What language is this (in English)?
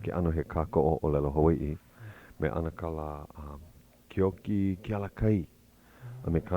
Hawaiian